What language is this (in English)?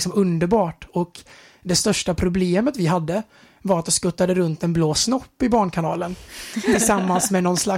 Swedish